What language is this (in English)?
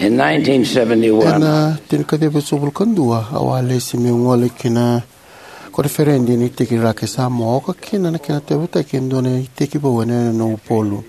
Fijian